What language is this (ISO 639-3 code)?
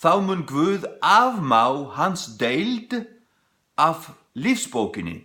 fao